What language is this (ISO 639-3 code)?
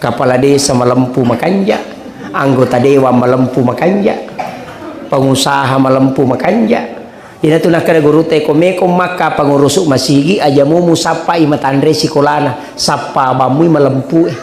bug